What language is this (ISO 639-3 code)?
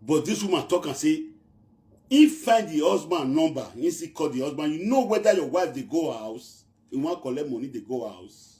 pcm